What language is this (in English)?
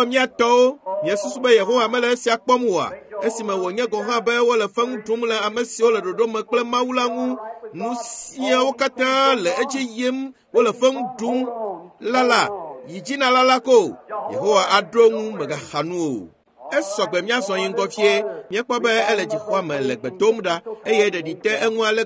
Ewe